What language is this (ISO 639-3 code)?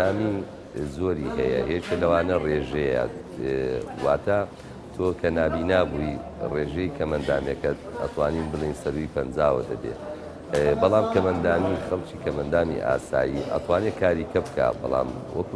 ckb